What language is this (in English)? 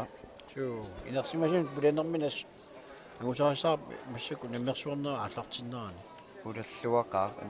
Kalaallisut